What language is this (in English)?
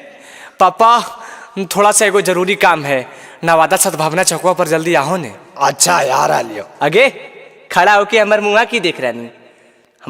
Magahi